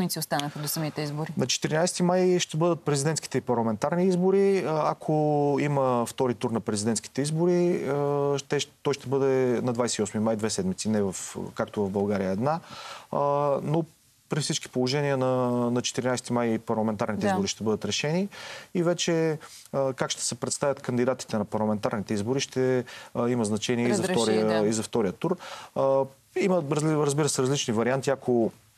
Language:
Bulgarian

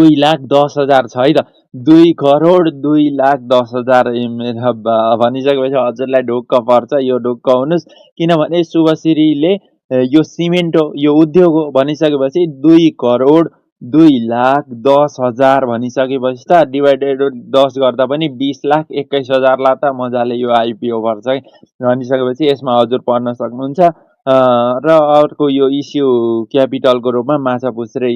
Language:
Nepali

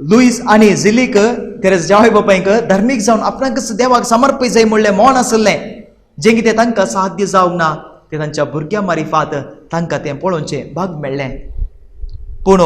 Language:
Konkani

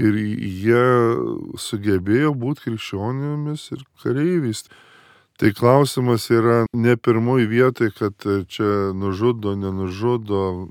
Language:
Lithuanian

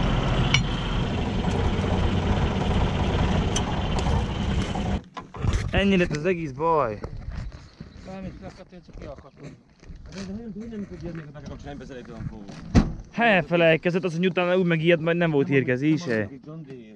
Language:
Hungarian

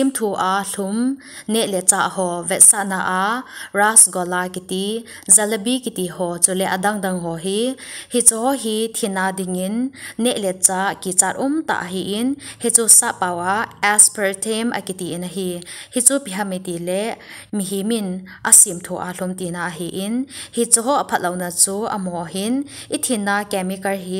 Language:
Thado Chin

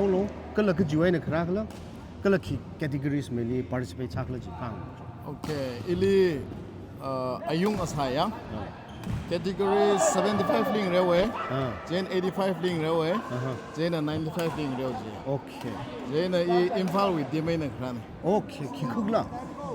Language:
Tangkhul Naga (India)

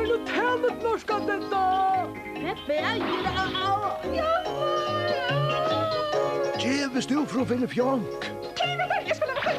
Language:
Faroese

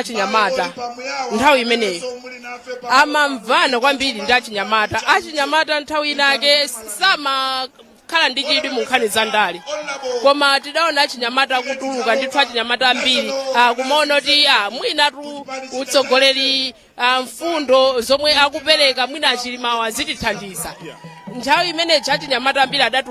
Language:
Nyanja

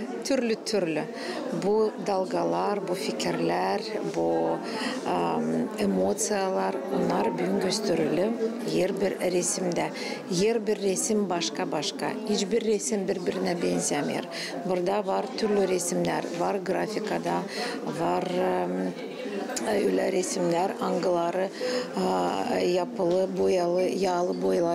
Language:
Gagauz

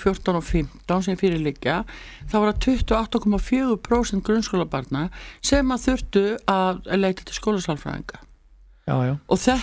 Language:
Icelandic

